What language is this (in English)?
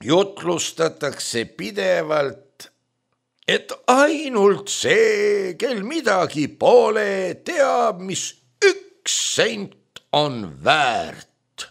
Estonian